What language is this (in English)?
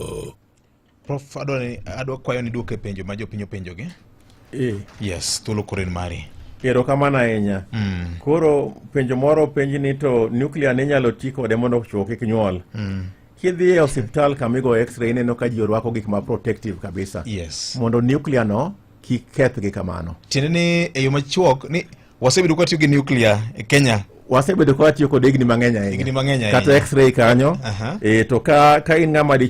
Luo (Kenya and Tanzania)